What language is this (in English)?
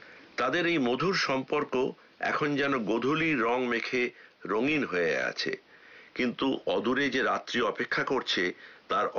Bangla